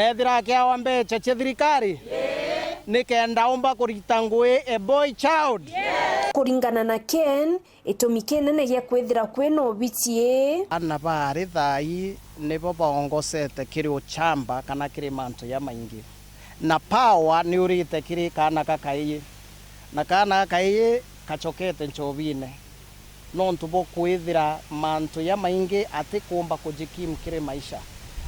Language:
Meru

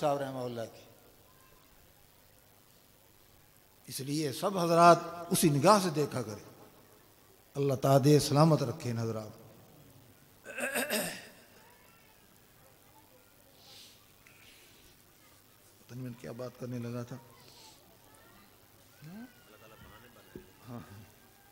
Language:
Urdu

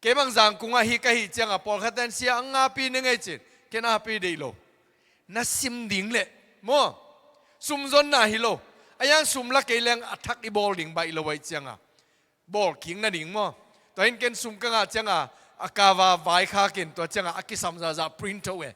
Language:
Tedim Chin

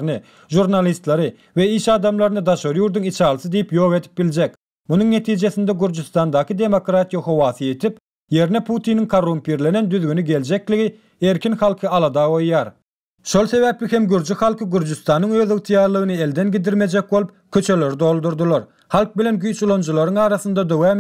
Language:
Turkmen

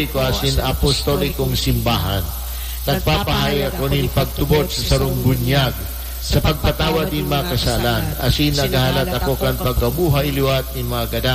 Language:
Bikol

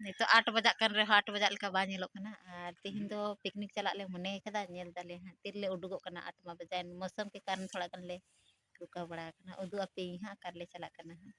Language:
Santali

